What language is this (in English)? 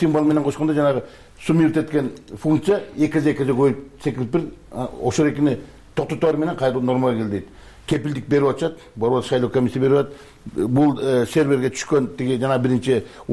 Kyrgyz